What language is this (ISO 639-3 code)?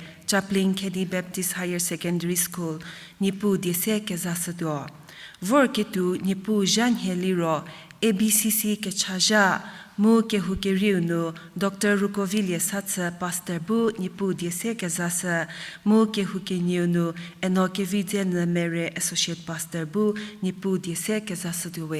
njm